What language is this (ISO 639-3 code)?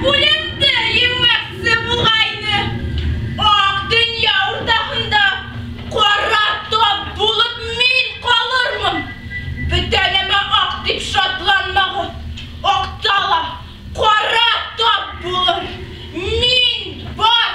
bak